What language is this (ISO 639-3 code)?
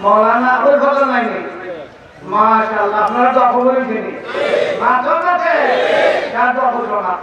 syl